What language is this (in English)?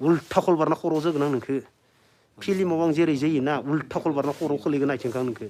Bodo